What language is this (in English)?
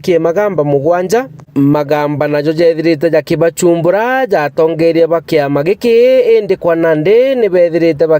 Meru